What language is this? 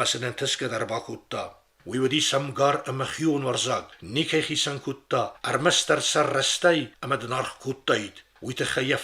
Ossetic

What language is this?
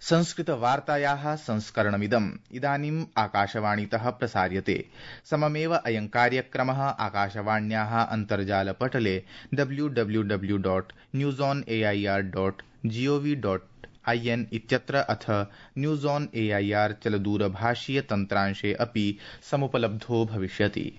Sanskrit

